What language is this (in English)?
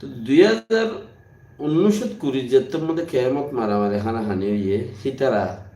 Rohingya